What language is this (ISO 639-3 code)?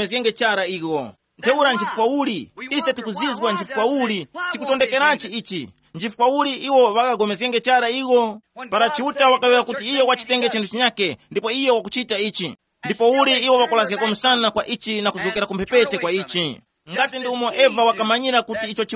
tum